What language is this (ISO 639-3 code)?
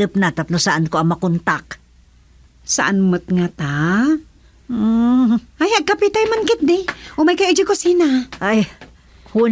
ilo